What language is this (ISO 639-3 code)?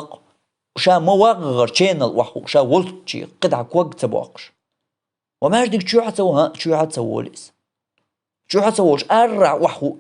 che